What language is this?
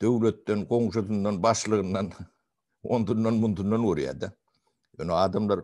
Turkmen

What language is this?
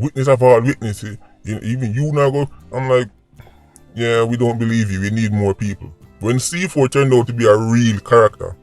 Jamaican Creole English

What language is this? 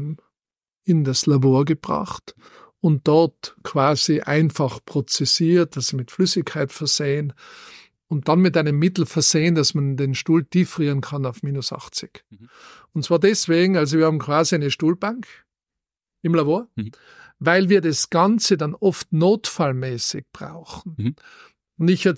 German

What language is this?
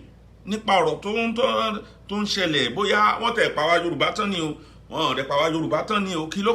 Yoruba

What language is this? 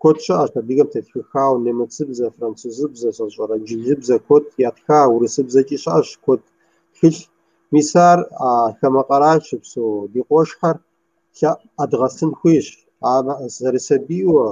Kabardian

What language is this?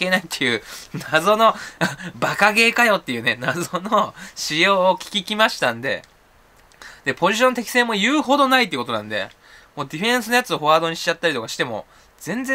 Japanese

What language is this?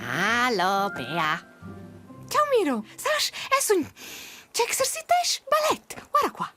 Romansh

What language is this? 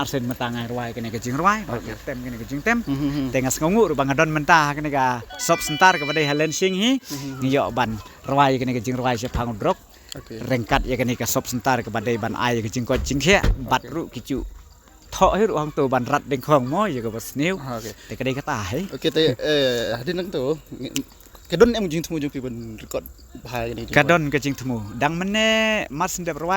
Khasi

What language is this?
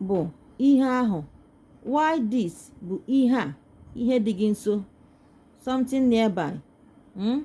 Igbo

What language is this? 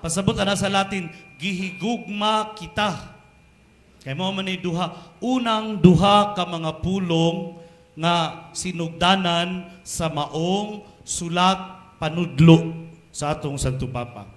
Cebuano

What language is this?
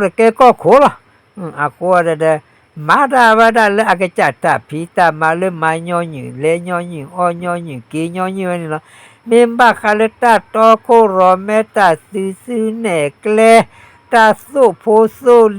S'gaw Karen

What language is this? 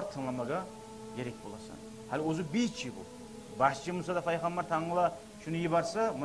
Kumyk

